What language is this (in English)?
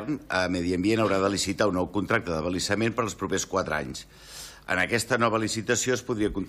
Catalan